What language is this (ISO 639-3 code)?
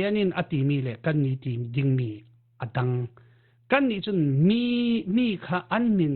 cfm